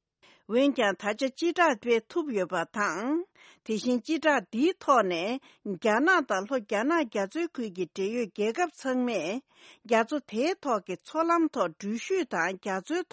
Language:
Tibetan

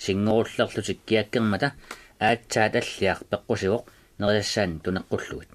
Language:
Kalaallisut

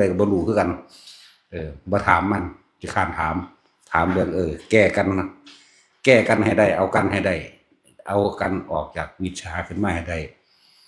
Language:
Northeastern Thai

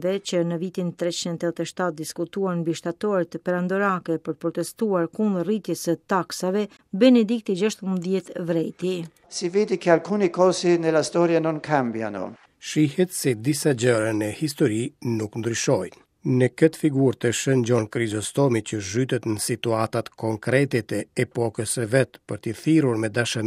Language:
Albanian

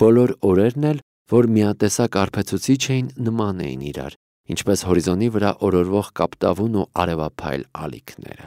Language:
Armenian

